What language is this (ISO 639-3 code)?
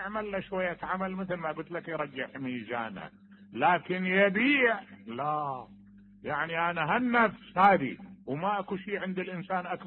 acm